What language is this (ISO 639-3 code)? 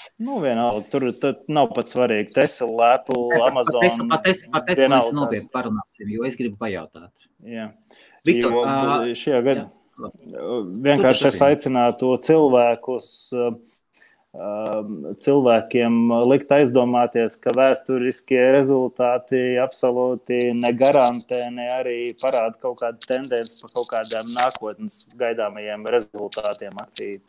lav